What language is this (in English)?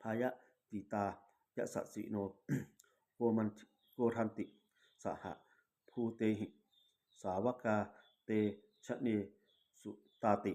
Pali